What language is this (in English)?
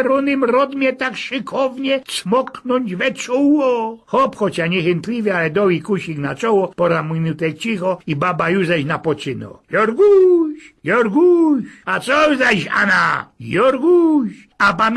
Silesian